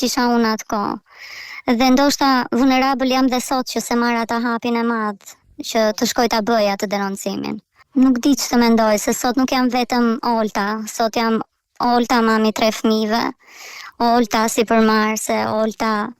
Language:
Albanian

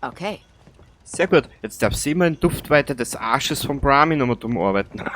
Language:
Bavarian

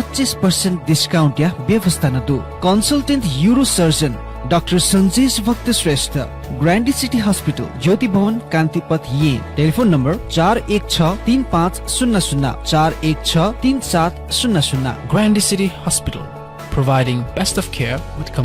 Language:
Newari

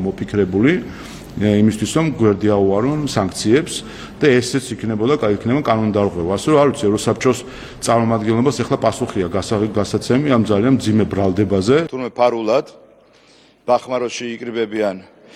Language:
Georgian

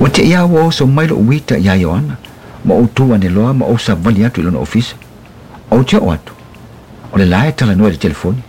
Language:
Samoan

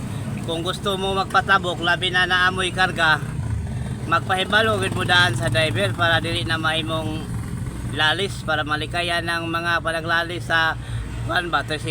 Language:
Cebuano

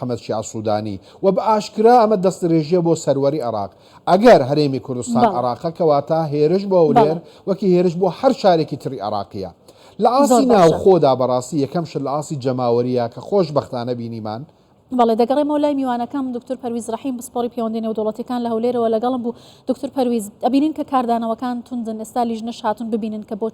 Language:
Central Kurdish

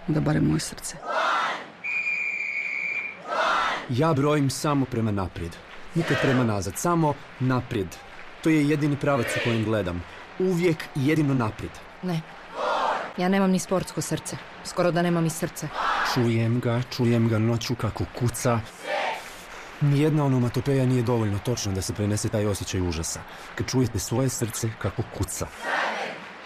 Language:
Croatian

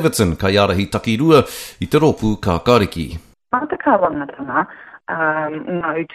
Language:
Māori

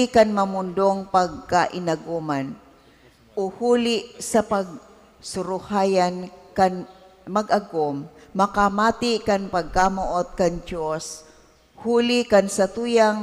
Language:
Bikol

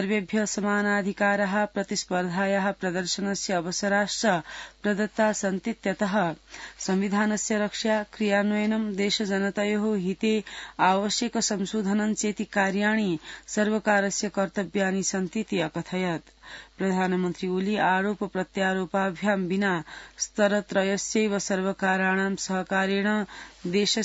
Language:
Sanskrit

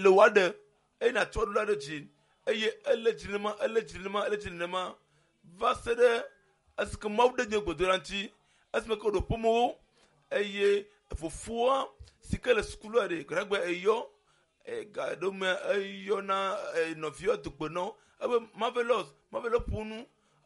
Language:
Ewe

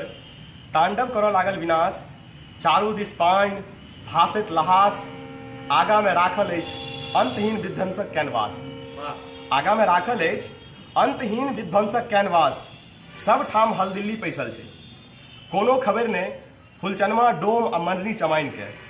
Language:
Maithili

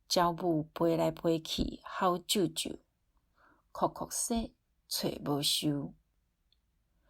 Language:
Min Nan Chinese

